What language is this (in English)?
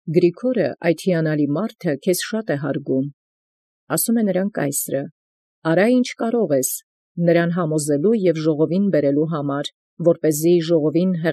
Armenian